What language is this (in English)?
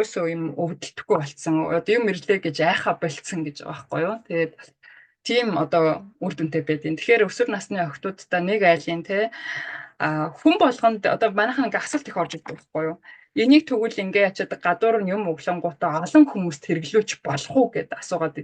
Mongolian